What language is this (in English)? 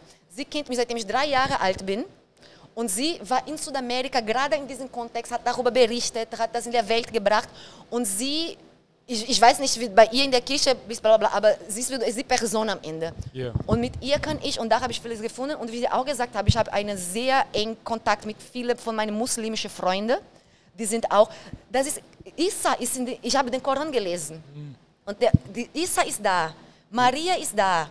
German